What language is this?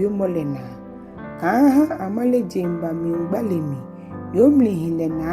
Ga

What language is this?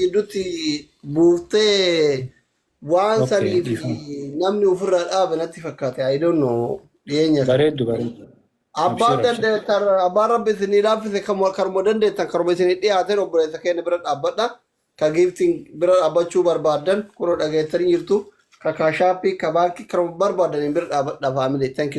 Oromo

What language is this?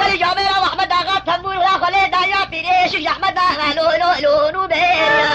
Kurdish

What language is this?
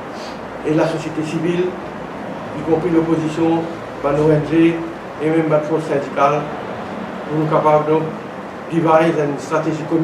Morisyen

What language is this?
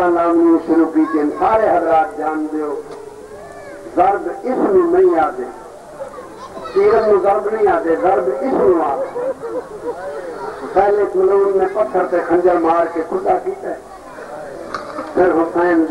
Urdu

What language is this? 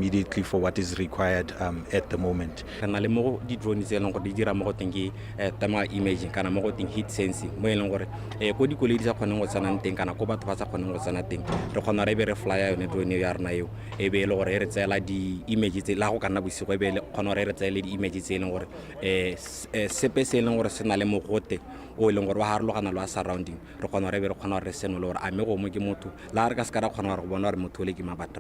Tswana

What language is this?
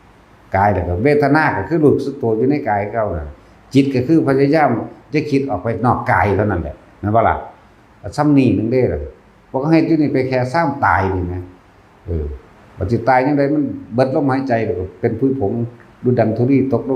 Northeastern Thai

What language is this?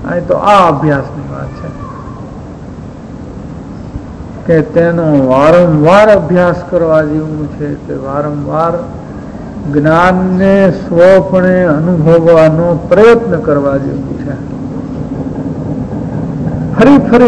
Gujarati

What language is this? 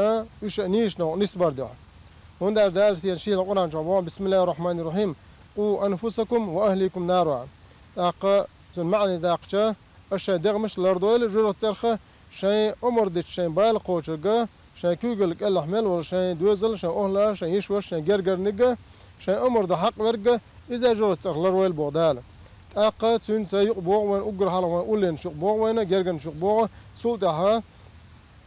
Chechen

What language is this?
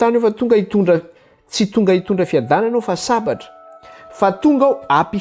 Malagasy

